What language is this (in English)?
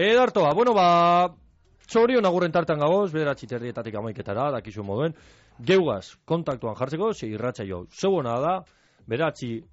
Basque